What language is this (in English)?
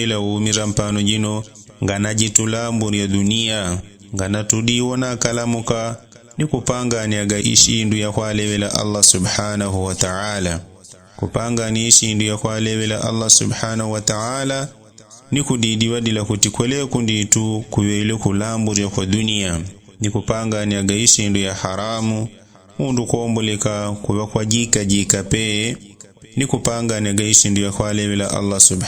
Yao